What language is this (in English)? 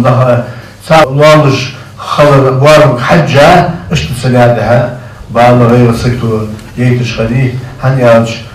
Ingush